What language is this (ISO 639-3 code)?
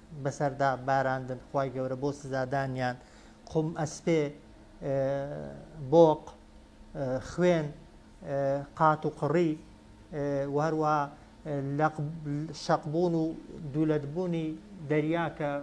ckb